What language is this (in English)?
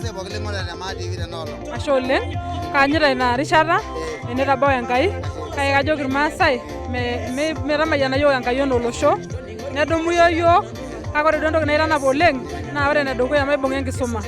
Masai